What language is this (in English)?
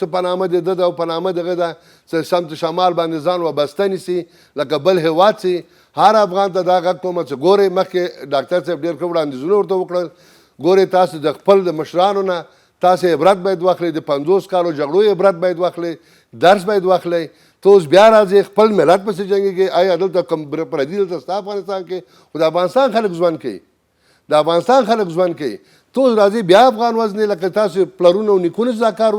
Pashto